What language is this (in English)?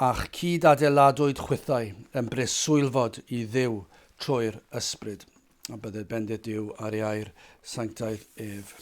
Welsh